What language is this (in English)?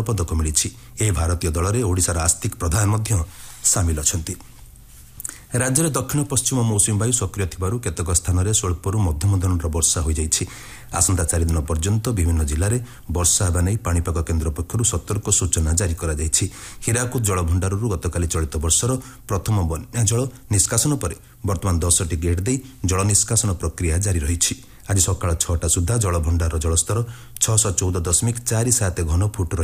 Odia